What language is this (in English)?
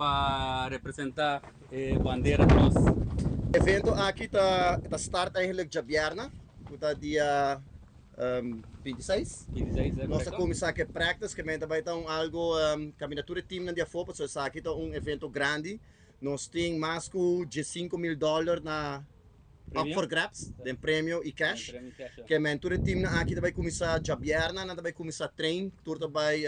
Papiamento